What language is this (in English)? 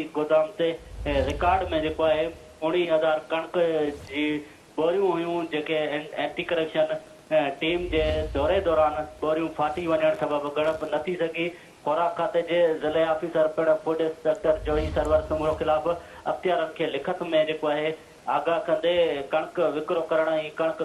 Sindhi